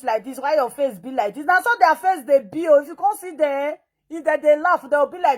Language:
Nigerian Pidgin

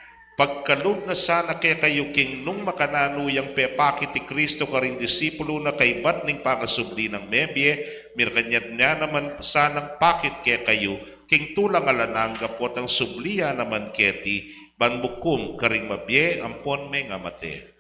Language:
Pampanga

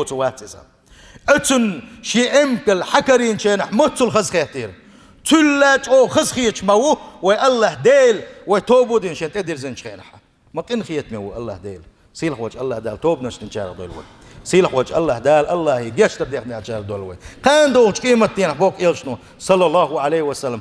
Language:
Chechen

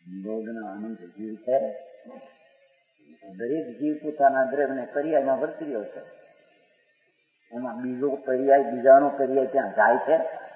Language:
Gujarati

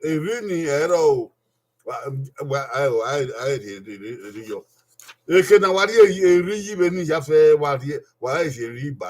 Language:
Bini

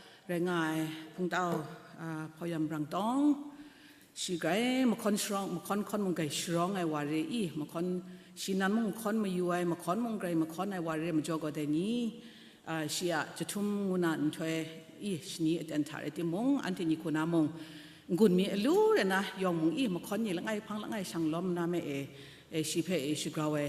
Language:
Kachin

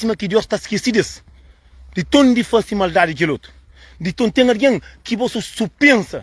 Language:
Kabuverdianu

